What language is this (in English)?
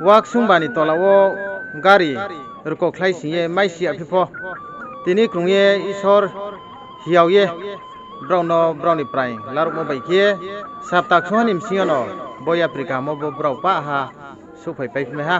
Riang (India)